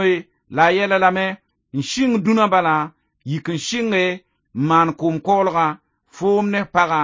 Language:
Mossi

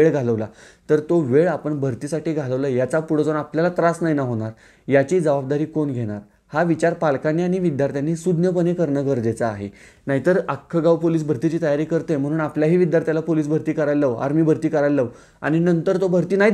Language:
Marathi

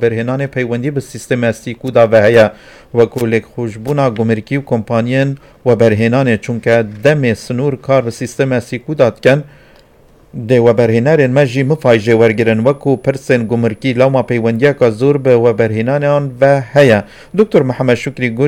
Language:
Kurdish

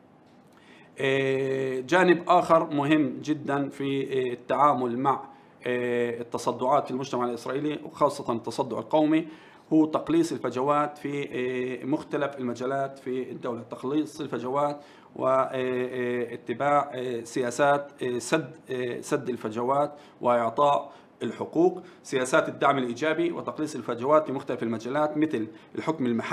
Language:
Arabic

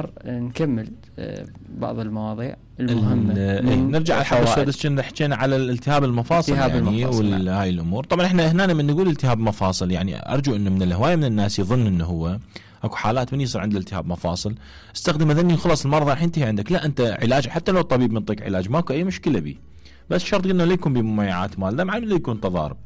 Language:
Mesopotamian Arabic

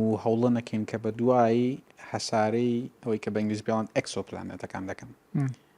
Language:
Central Kurdish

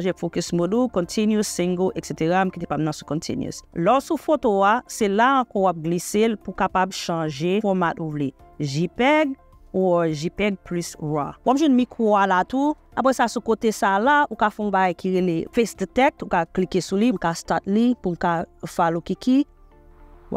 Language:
Haitian Creole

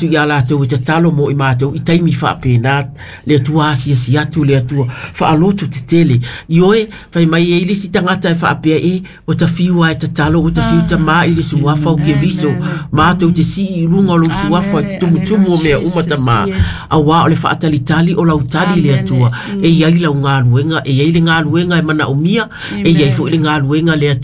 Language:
Samoan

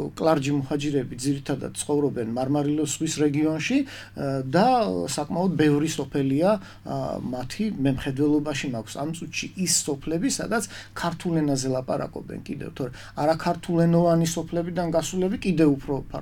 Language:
Georgian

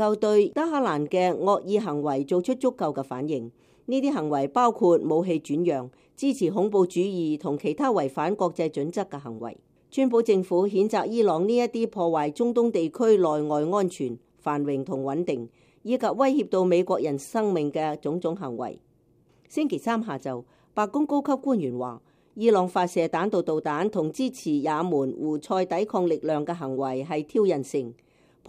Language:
Cantonese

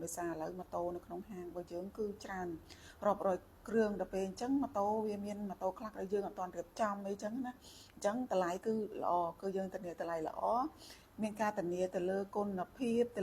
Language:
Khmer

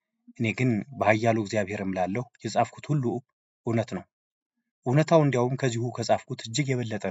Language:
Amharic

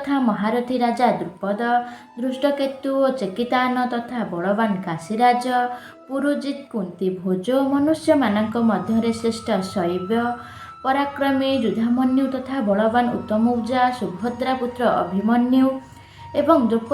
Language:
Odia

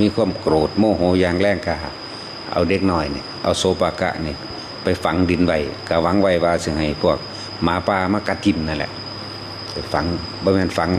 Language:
Northeastern Thai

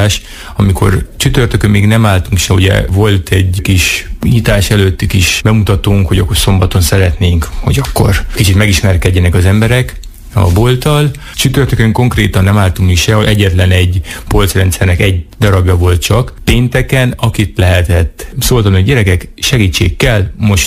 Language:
Hungarian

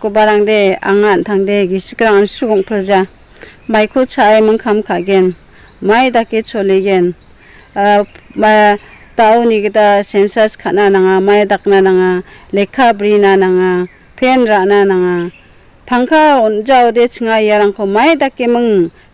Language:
Garo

